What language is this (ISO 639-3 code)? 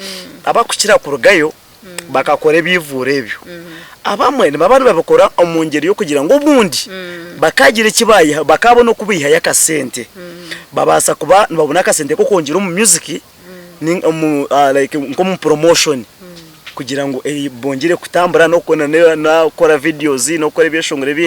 nyn